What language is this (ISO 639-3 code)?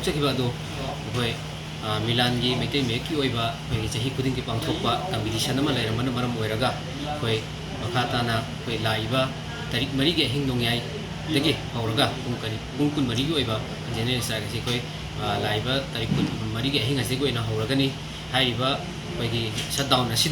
mni